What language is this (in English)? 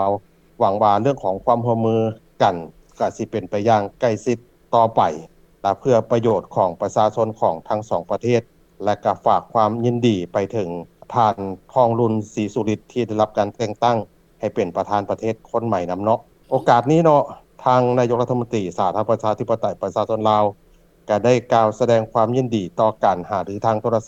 Lao